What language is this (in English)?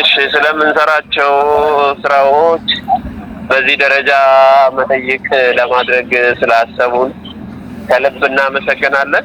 Amharic